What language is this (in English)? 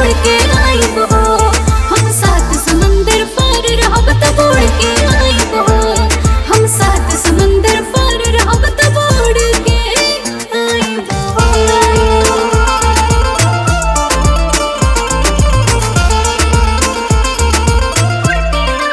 Bhojpuri